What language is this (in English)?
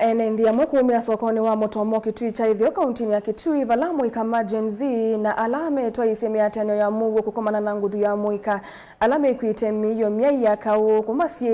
Kamba